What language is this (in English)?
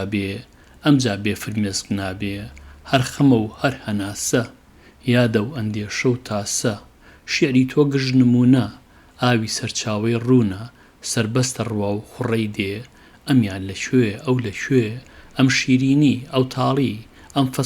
Central Kurdish